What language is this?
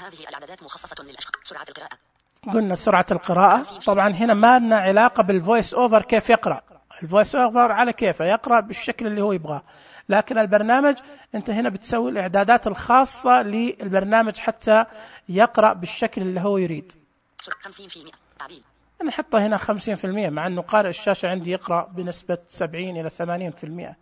Najdi Arabic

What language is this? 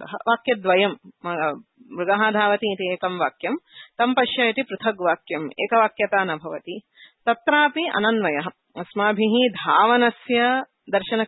Sanskrit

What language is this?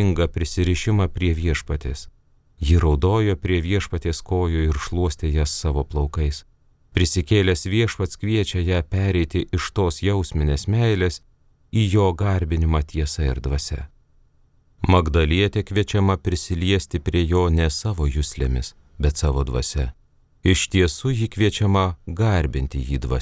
Lithuanian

